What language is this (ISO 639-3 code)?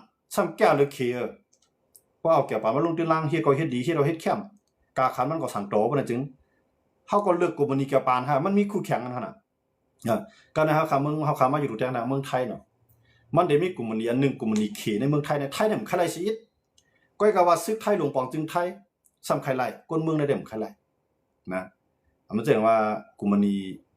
shn